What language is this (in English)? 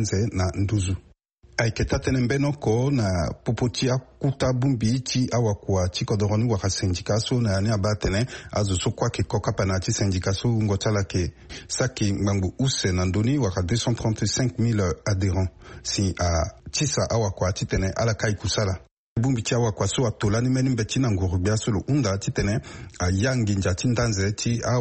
Sango